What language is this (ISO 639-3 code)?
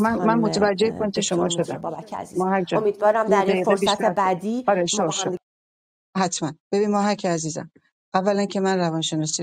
fas